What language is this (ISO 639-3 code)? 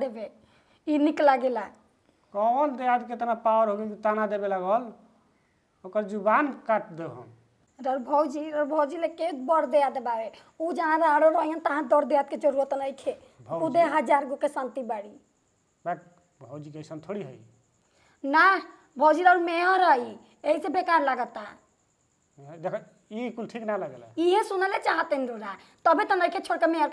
bho